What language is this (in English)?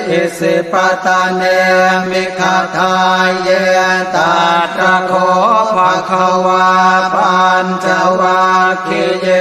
Pali